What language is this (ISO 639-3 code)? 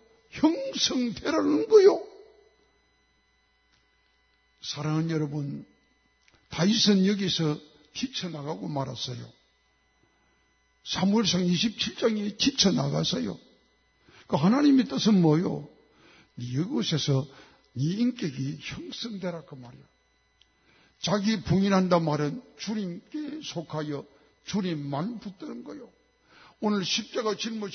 kor